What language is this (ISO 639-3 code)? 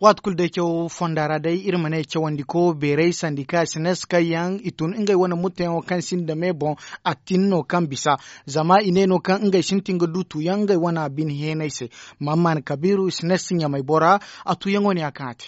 dje